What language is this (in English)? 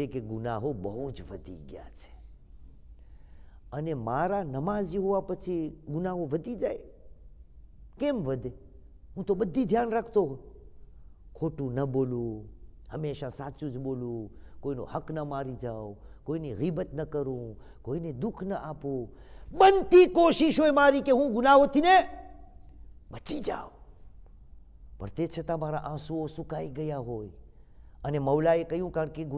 Gujarati